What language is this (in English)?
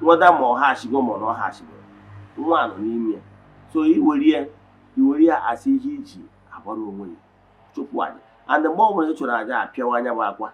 Igbo